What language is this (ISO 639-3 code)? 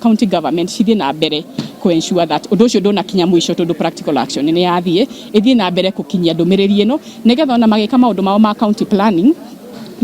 kik